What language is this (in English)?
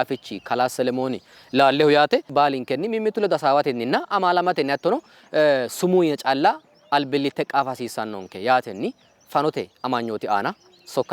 Sidamo